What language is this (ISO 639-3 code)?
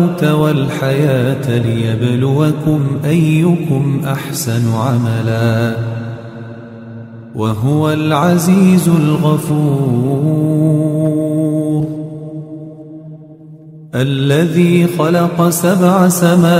ara